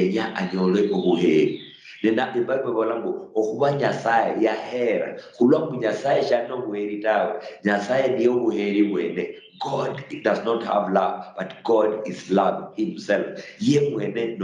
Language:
Luyia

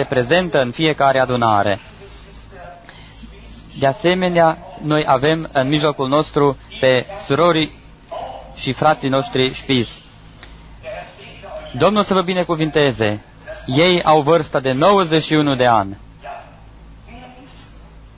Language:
Romanian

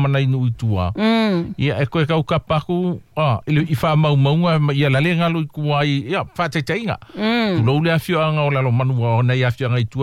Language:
Samoan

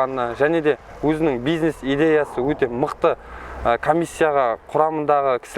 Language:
Kazakh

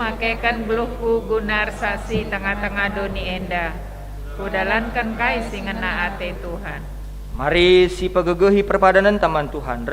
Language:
Batak Karo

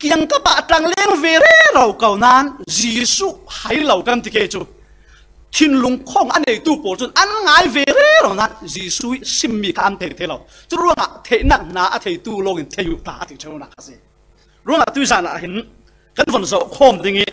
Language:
Falam Chin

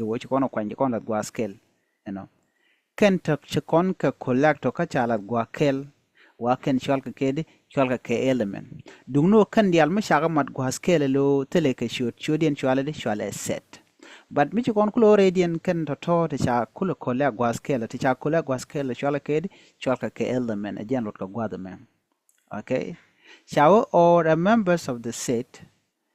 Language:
Nuer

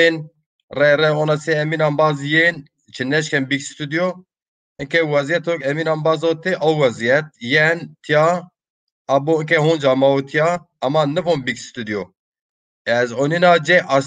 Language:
Zaza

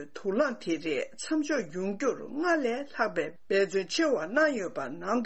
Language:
Tibetan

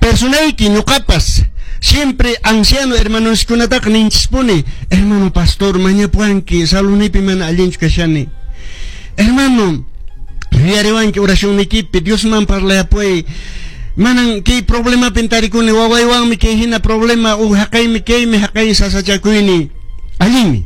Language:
Quechua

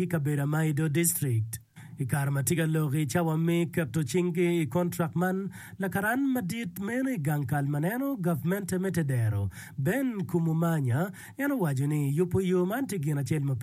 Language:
Acoli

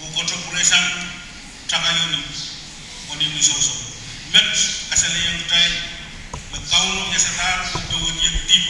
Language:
Pohnpeian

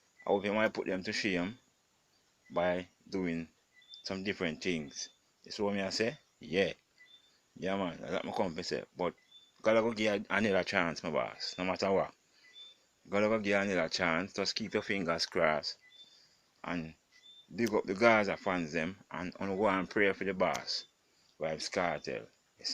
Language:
Jamaican Creole English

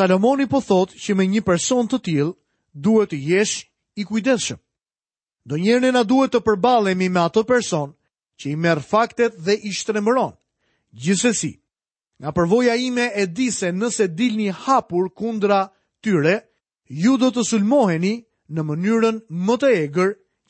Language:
Albanian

